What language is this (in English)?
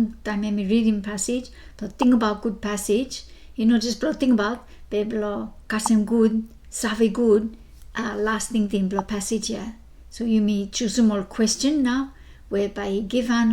Bislama